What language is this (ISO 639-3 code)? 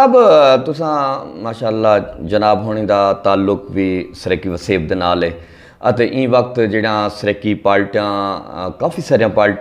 skr